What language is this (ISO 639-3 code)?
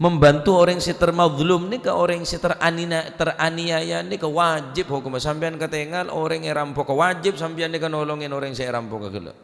mad